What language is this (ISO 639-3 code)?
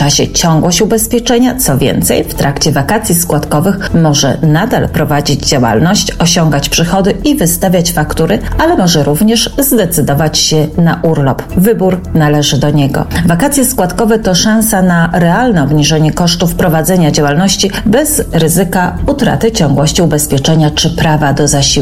pol